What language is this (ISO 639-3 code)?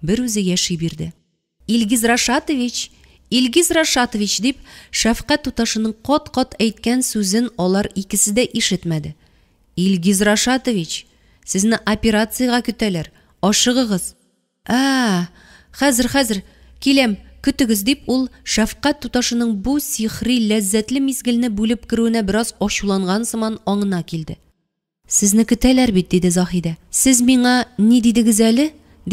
tat